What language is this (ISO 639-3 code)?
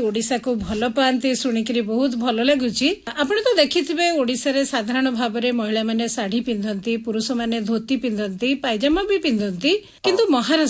ori